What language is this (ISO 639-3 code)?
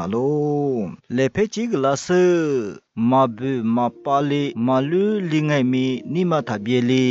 lis